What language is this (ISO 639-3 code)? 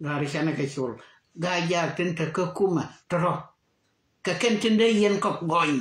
nus